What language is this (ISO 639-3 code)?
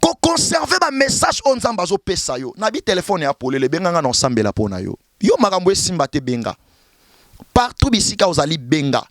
lin